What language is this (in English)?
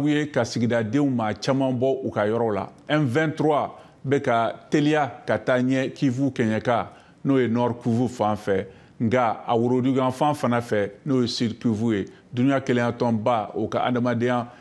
Bambara